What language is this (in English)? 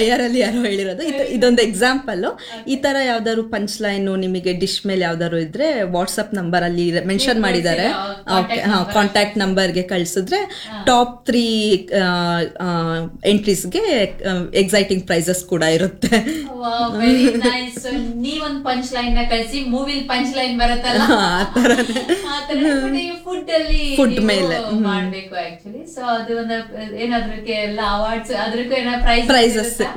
Kannada